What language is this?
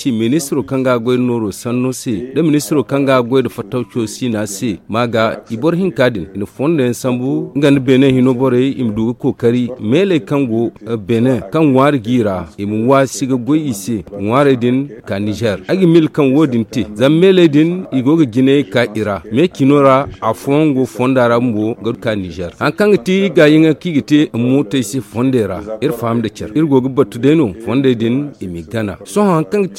Zarma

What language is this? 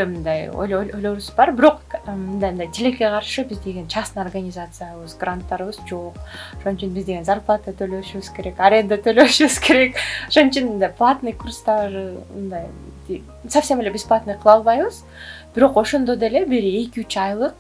Kyrgyz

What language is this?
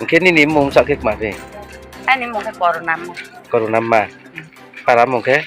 Riang (India)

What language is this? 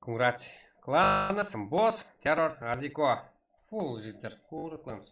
Kara-Kalpak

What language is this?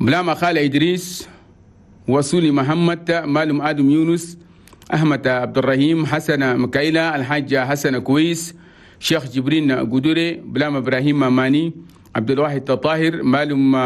Chadian Arabic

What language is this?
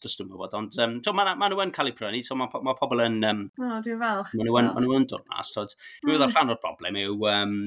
Welsh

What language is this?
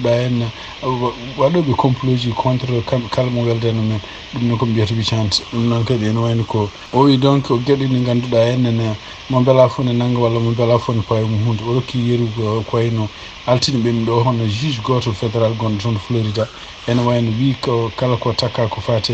Fula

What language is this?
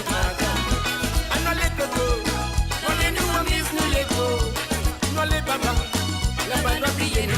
Morisyen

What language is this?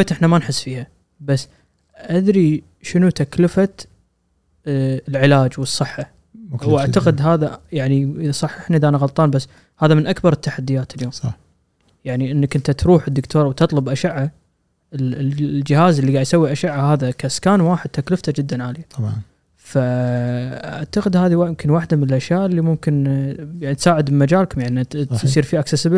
Gulf Arabic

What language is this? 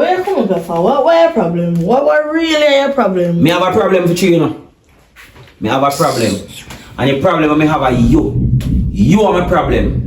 Jamaican Creole English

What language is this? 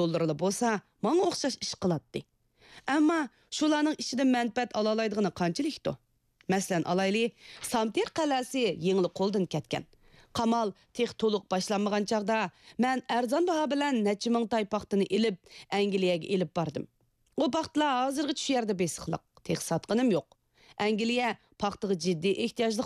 Uyghur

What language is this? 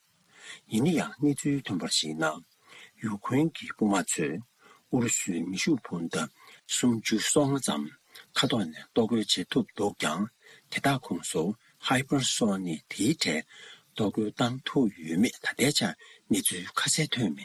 Tibetan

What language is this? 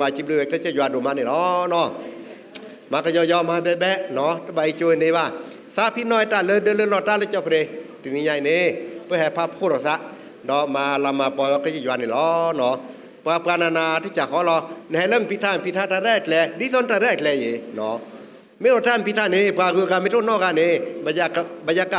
S'gaw Karen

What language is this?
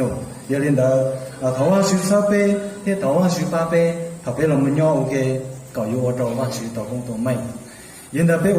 Hmong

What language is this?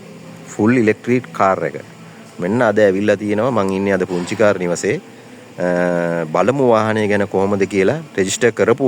Sinhala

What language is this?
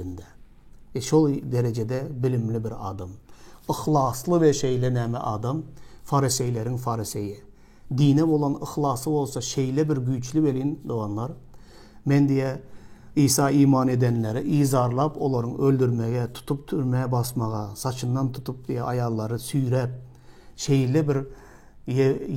Turkmen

